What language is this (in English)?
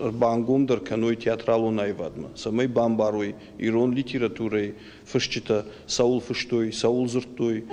Ossetic